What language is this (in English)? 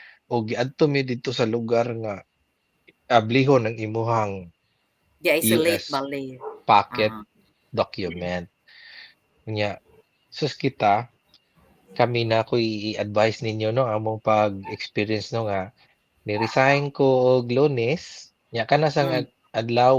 Cebuano